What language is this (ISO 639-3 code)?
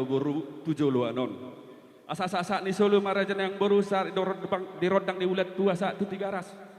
bbc